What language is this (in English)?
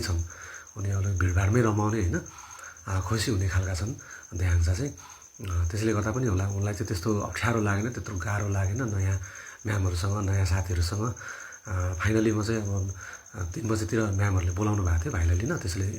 Nepali